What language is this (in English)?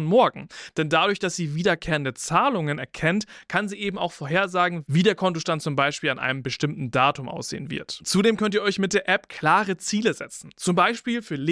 German